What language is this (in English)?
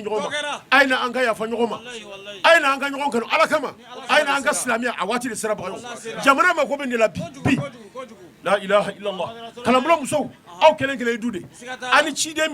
Bambara